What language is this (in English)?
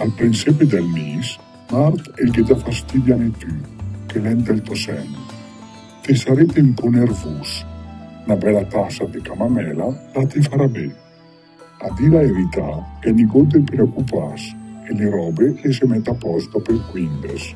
Lombard